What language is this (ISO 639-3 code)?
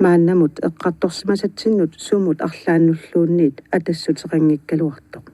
kal